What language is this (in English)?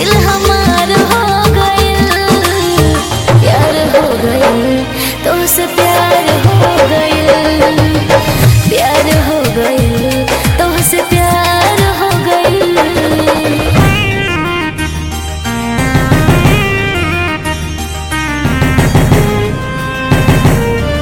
Bhojpuri